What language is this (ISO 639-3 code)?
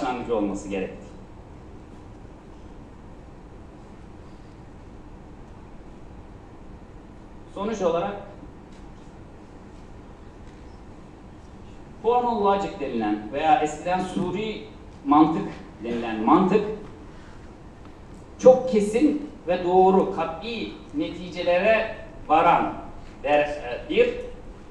tur